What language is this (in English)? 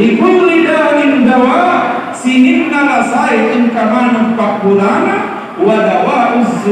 Buginese